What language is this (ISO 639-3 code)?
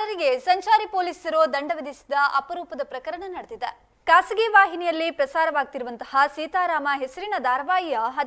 kan